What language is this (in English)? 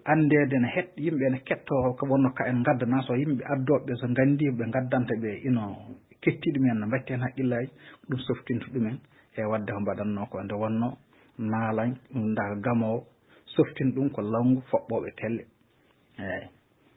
Fula